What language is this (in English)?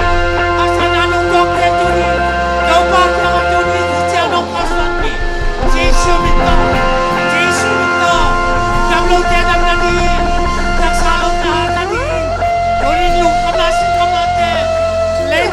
Tedim Chin